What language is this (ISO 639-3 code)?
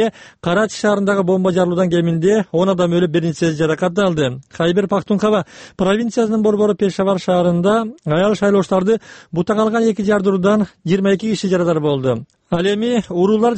kir